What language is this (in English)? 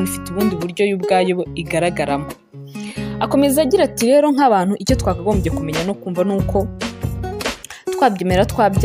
Kinyarwanda